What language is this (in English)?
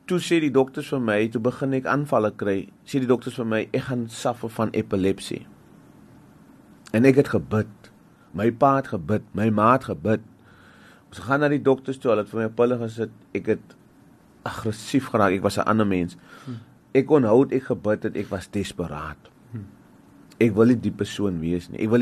Afrikaans